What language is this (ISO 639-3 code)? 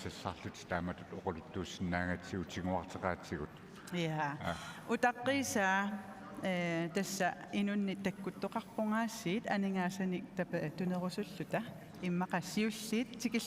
kal